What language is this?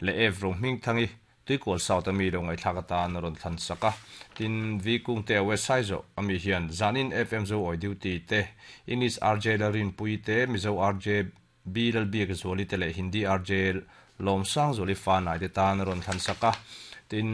Mizo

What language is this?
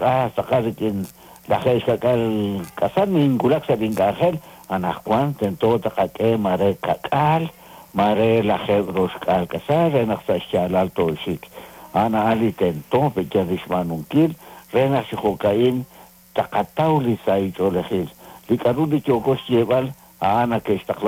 Kekchí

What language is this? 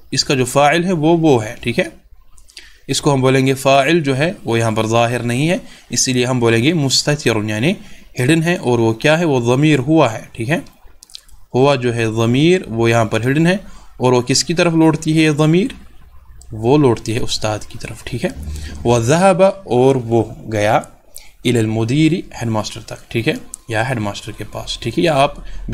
Urdu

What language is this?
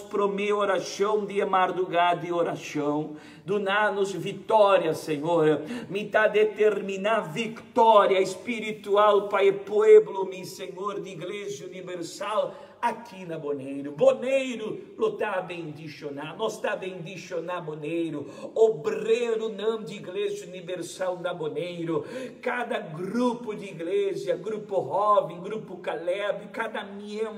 Papiamento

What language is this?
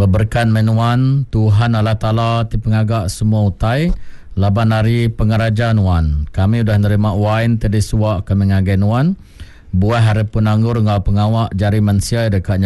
Iban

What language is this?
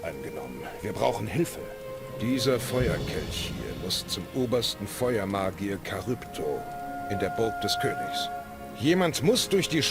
Bavarian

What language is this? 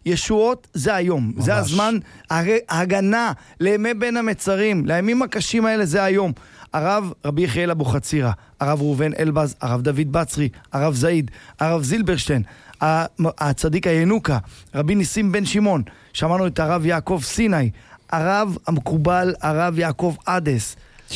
Hebrew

